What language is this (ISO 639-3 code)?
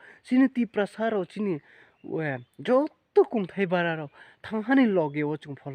ria